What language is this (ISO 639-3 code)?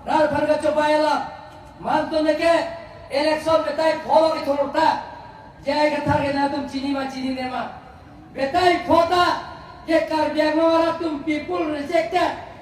mjw